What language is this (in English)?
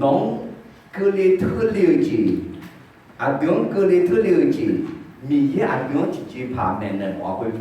Akha